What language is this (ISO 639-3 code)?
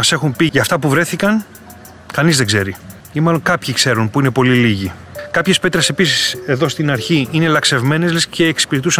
ell